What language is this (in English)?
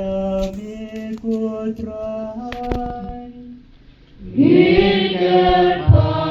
Khasi